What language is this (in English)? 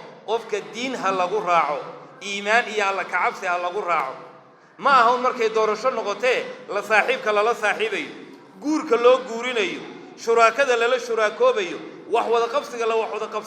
Somali